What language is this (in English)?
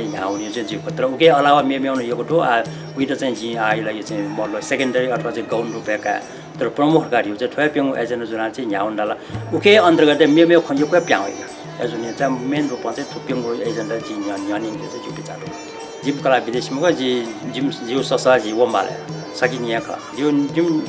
Newari